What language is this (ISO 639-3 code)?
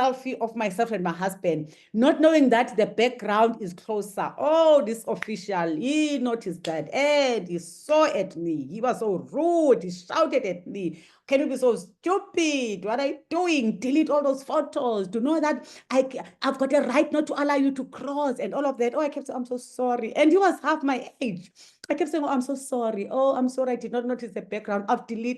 eng